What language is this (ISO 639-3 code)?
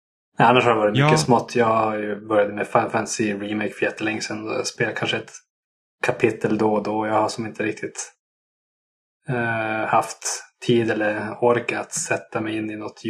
swe